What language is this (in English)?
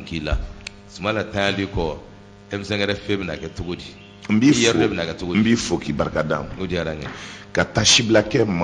Bambara